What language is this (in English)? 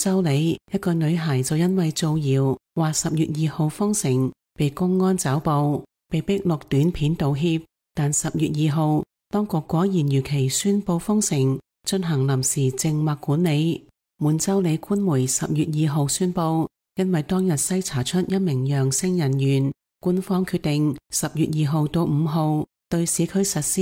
Cantonese